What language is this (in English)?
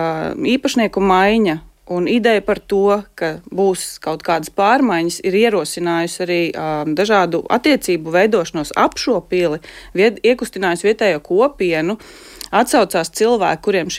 Latvian